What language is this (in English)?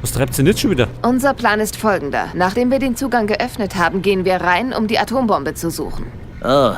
Bavarian